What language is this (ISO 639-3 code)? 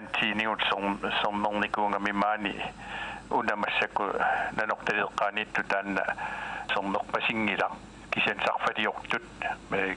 kal